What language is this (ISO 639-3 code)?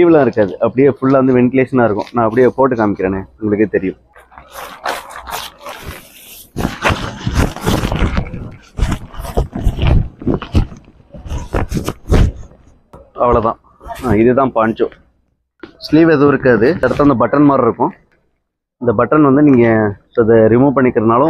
tam